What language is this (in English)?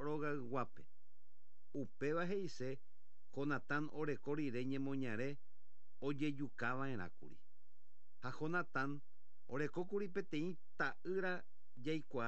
Guarani